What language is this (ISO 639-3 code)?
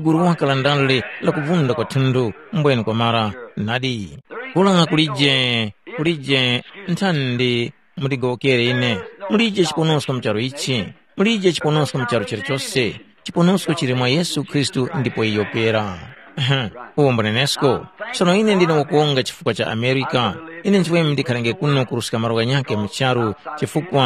tum